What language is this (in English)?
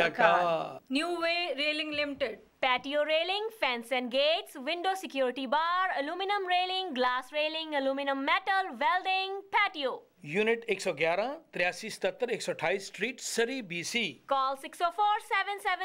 Punjabi